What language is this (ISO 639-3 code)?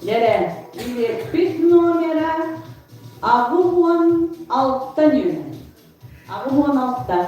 sah